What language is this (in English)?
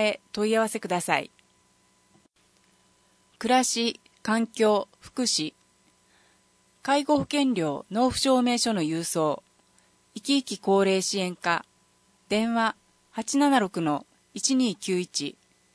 Japanese